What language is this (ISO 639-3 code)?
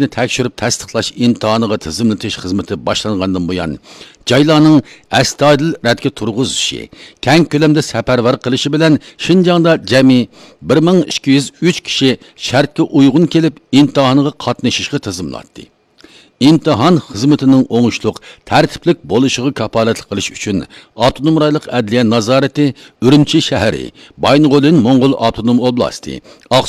uig